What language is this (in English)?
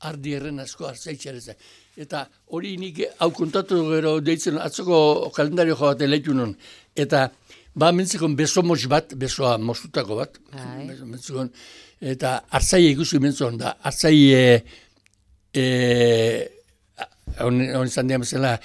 Basque